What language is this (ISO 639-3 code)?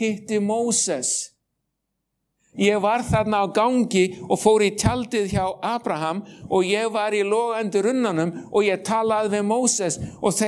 isl